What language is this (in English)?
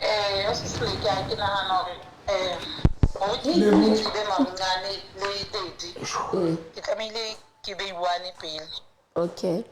Southern Sotho